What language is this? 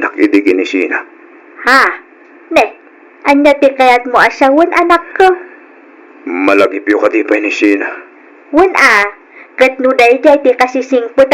Iloko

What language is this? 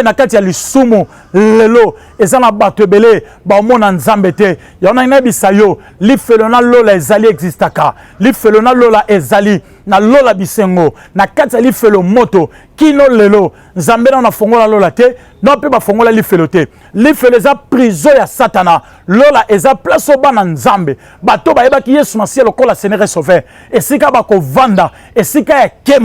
Lingala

